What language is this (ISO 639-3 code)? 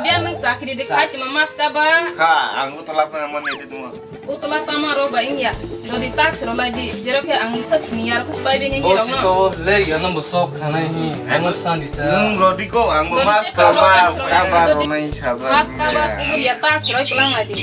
trp